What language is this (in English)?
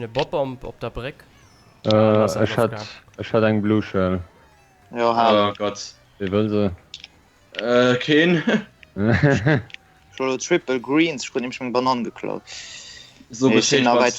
Luxembourgish